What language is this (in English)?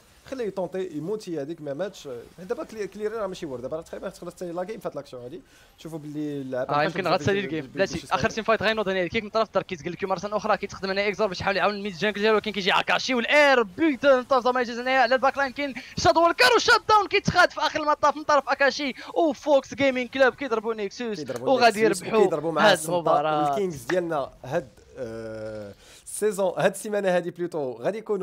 Moroccan Arabic